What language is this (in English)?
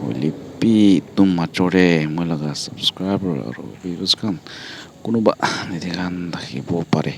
Naga Pidgin